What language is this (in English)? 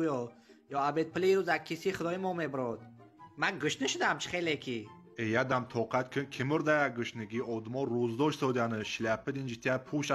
Tajik